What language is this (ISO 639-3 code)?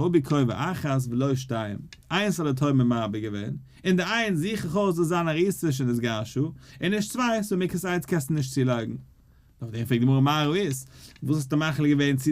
yid